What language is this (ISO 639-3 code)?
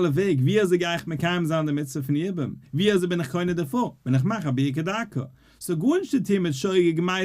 yid